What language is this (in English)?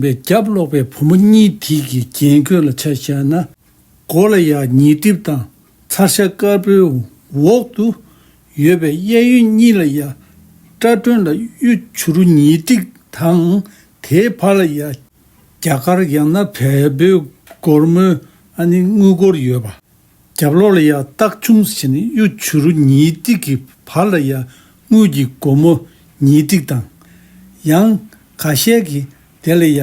Tibetan